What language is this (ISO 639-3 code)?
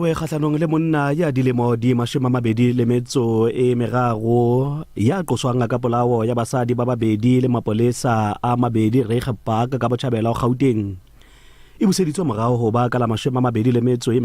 sot